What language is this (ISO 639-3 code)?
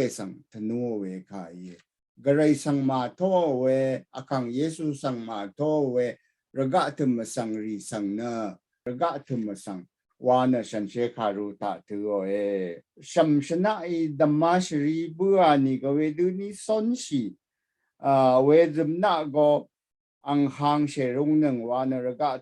raw